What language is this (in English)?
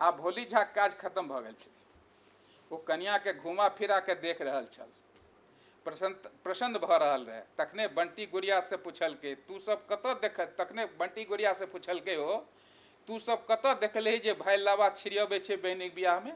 Maithili